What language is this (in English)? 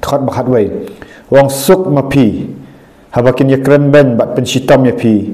Khasi